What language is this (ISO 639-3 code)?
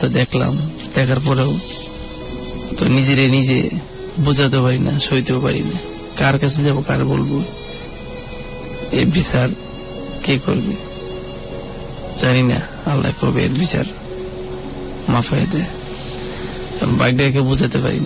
ben